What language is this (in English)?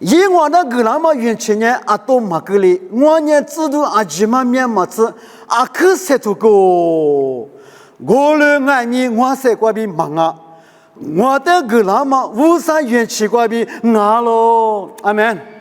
Lisu